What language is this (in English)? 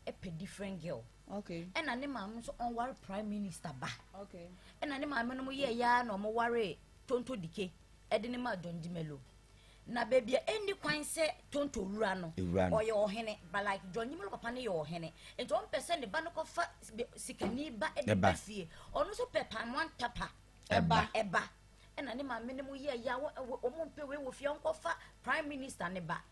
Akan